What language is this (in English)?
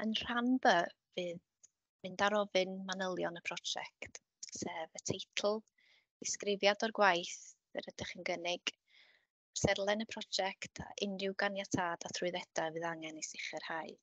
Welsh